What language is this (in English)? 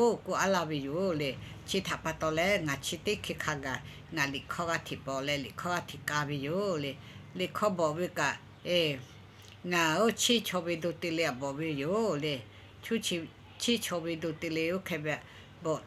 Lahu